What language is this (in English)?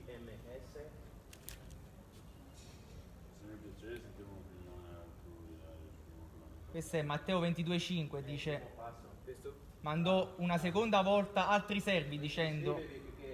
Italian